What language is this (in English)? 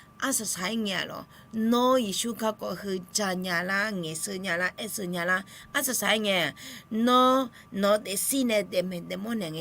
Akha